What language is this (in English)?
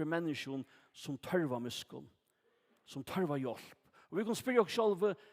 Faroese